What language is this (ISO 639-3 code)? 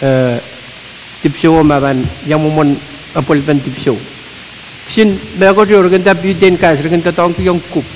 pon